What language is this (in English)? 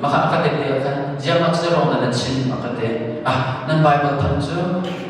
Hakha Chin